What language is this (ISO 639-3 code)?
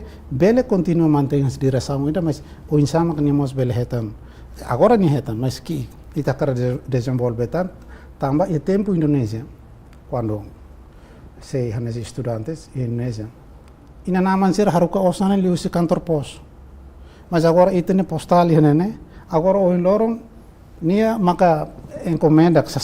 tet